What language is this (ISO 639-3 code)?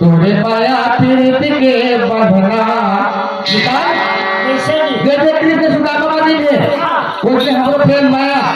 hne